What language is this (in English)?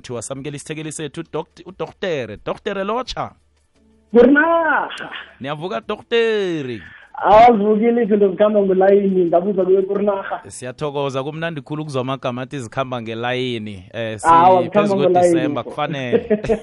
South Ndebele